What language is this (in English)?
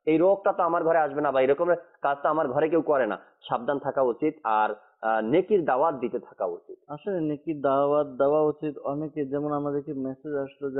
Bangla